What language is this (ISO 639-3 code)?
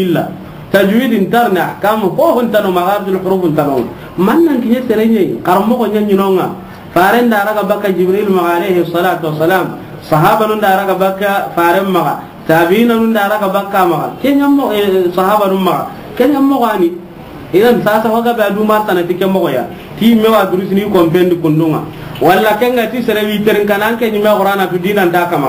snk